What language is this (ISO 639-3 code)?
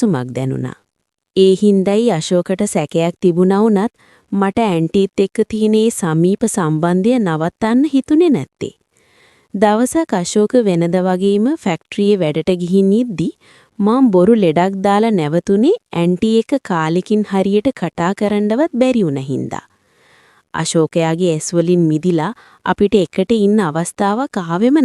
sin